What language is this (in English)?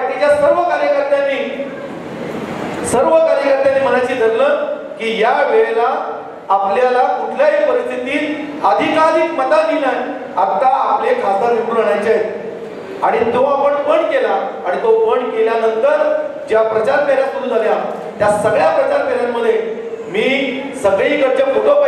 Marathi